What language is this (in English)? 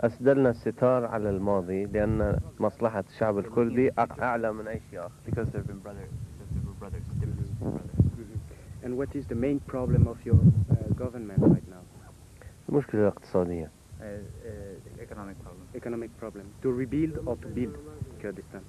Kurdish